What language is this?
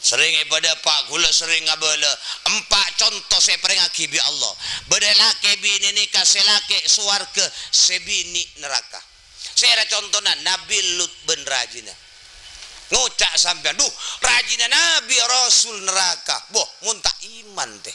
Madurese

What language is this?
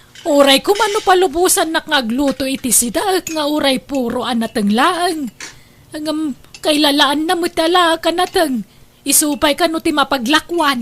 Iloko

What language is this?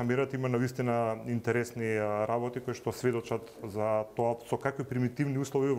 Macedonian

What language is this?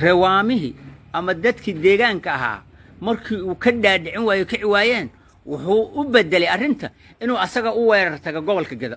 Somali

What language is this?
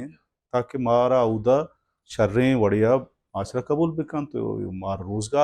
Baluchi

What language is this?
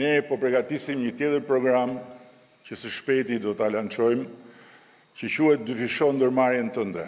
Albanian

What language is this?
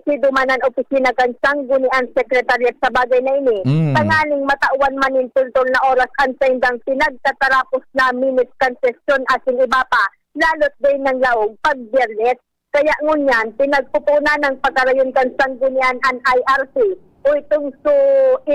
Bikol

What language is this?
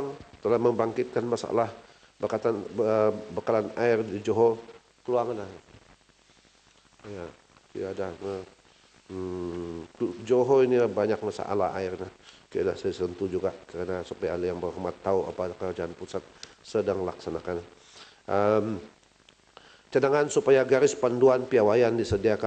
Malay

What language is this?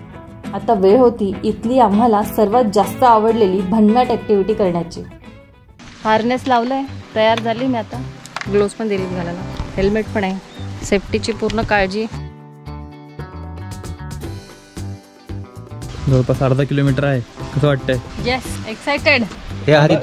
Marathi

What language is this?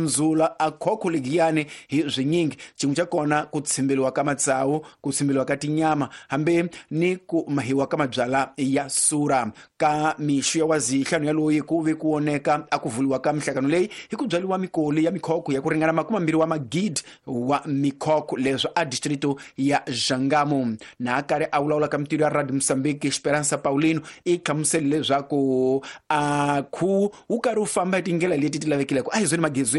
Tsonga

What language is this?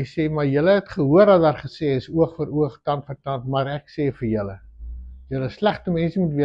Afrikaans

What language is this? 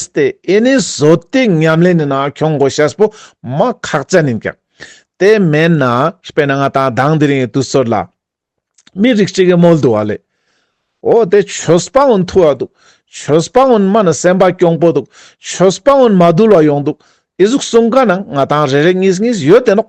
Ladakhi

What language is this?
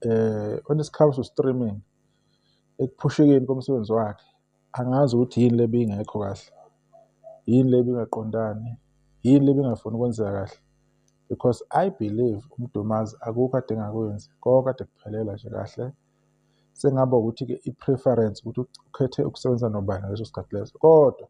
Zulu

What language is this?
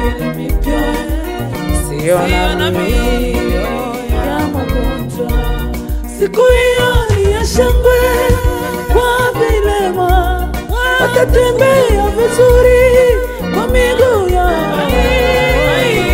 Swahili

